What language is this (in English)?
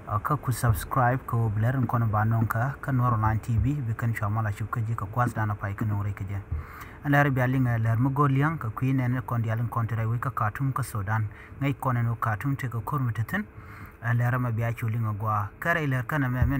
Nuer